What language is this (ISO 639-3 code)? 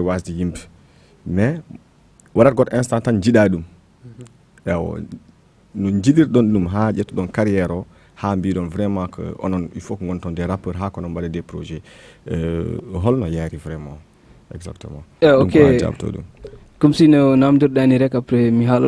ful